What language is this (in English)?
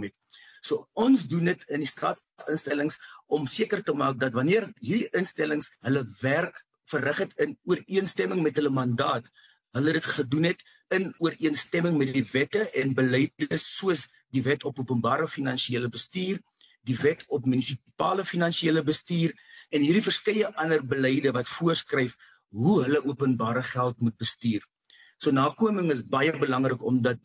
Afrikaans